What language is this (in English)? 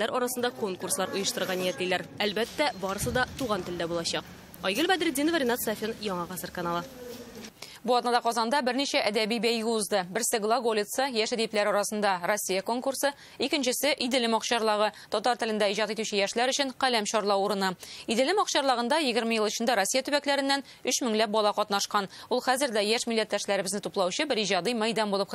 Tatar